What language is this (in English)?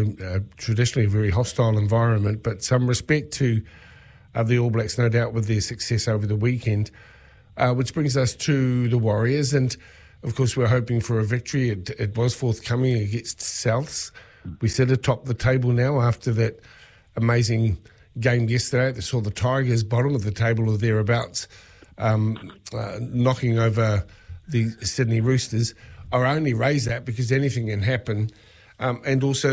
English